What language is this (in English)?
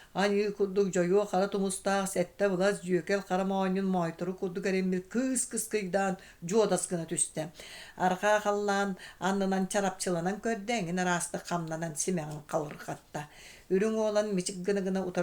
Yakut